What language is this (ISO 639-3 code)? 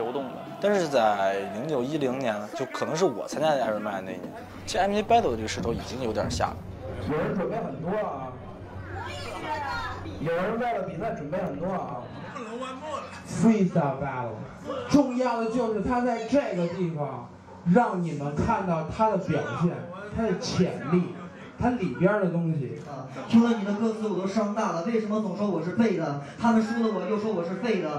zho